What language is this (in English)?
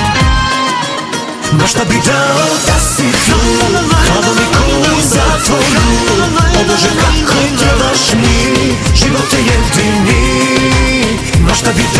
Serbian